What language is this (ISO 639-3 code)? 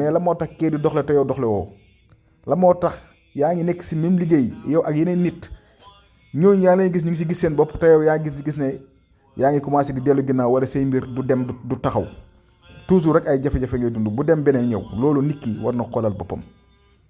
wol